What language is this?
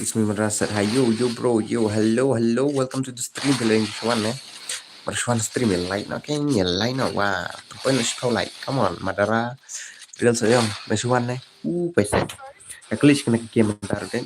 Khasi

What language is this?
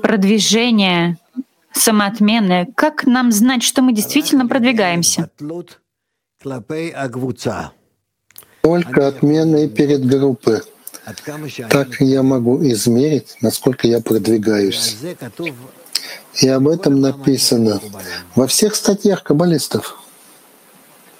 Russian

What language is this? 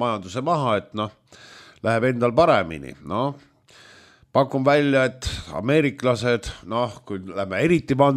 Estonian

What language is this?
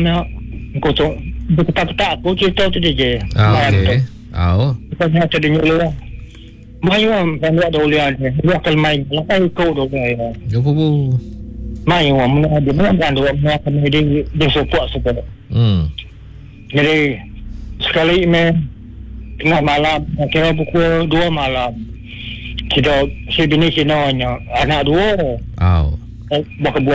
Malay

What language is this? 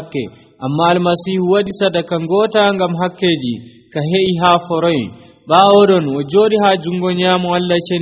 Nigerian Fulfulde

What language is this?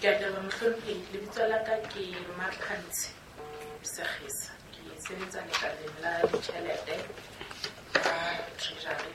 Southern Sotho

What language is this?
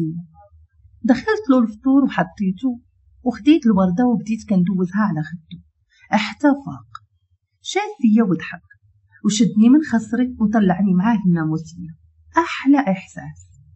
Moroccan Arabic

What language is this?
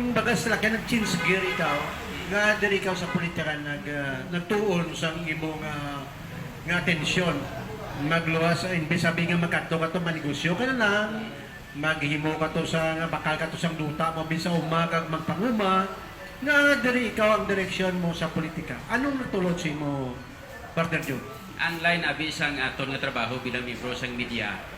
Hiligaynon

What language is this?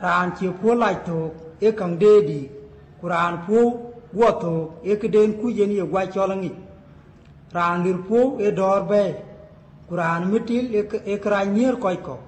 Dinka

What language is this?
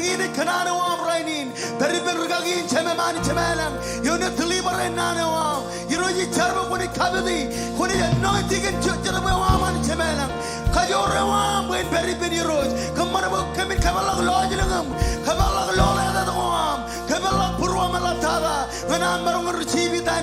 Marshallese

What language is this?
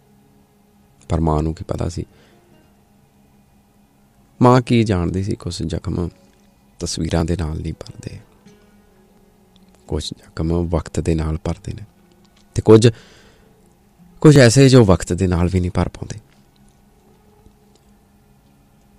Punjabi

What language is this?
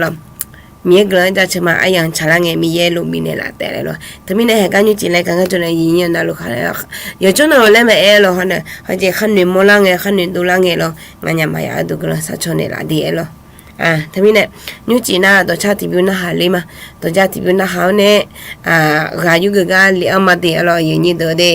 Akha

